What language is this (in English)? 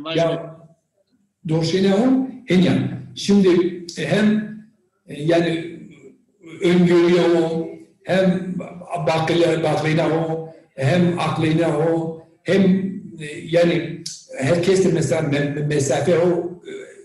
Zaza